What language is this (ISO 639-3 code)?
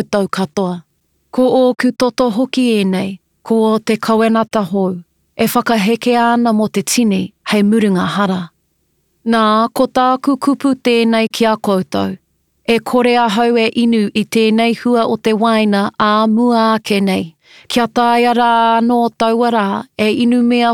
mri